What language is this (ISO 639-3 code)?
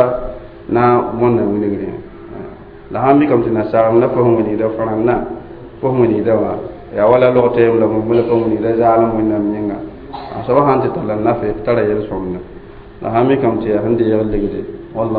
mos